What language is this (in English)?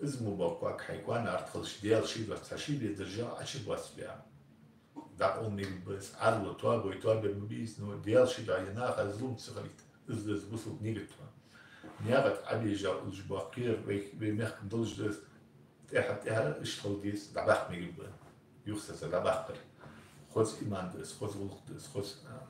Ingush